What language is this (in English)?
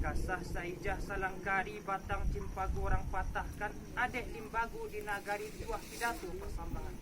Minangkabau